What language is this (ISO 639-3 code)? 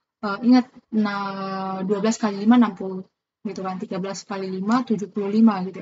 ind